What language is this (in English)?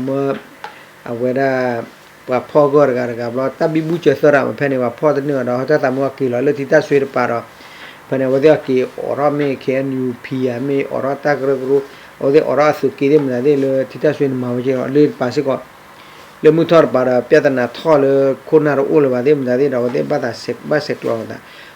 S'gaw Karen